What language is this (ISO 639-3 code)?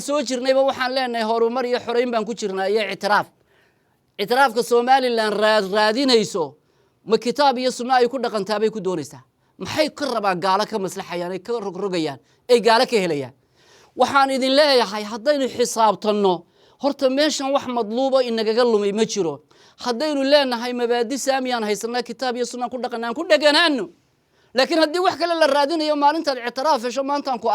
som